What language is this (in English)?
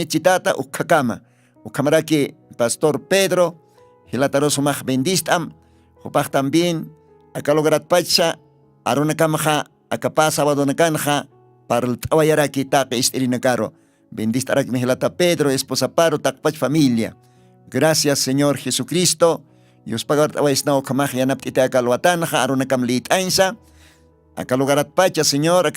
Aymara